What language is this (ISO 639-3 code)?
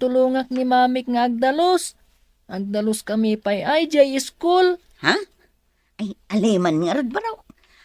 ilo